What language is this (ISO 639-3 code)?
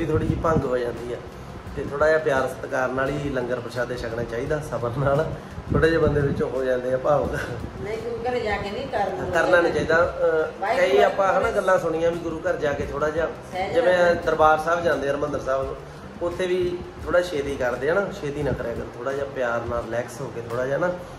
pan